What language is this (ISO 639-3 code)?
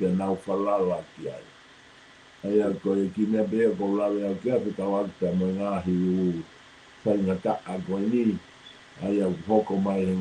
ton